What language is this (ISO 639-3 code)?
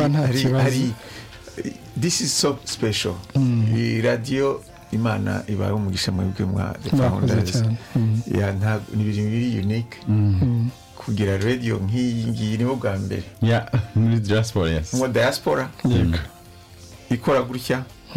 kin